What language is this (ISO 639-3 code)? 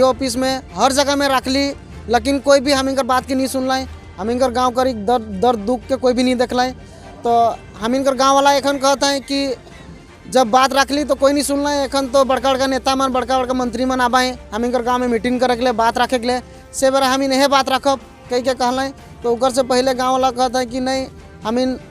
sck